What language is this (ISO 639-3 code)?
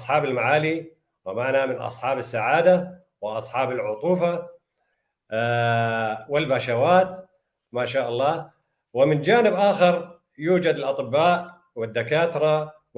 apc